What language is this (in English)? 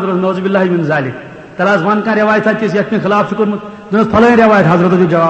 Kashmiri